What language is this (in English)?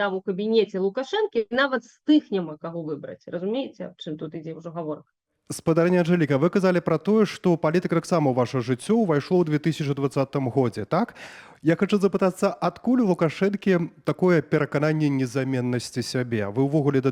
Belarusian